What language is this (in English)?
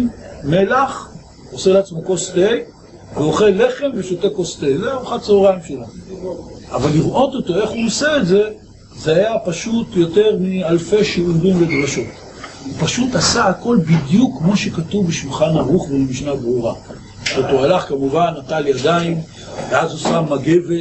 Hebrew